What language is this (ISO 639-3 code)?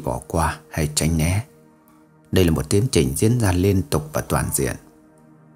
vie